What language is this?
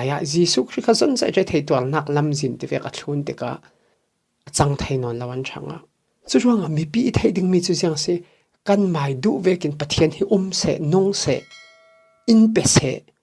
Falam Chin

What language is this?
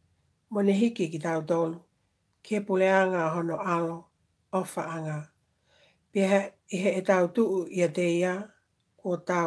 Tongan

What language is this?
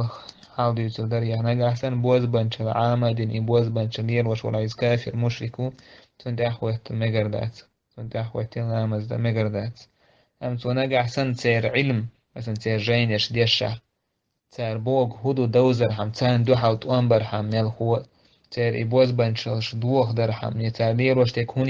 Chechen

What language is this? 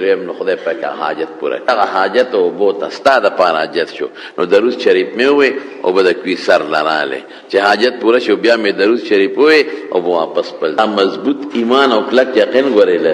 Pashto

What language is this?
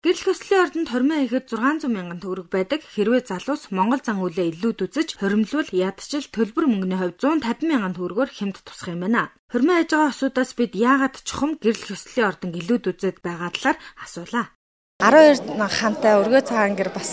Mongolian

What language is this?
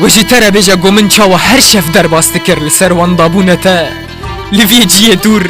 Kurdish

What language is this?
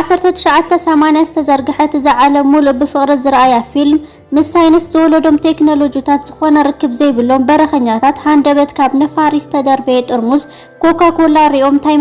Tigrinya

